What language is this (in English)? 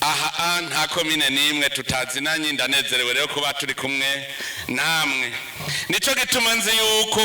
Rundi